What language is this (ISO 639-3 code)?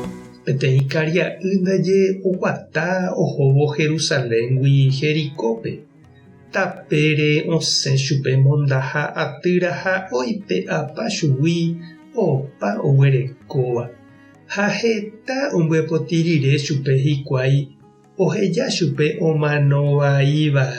grn